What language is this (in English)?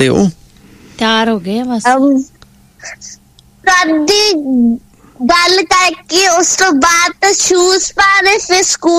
Punjabi